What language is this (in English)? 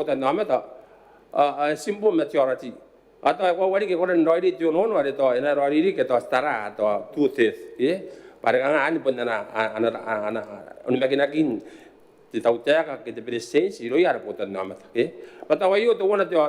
Gilbertese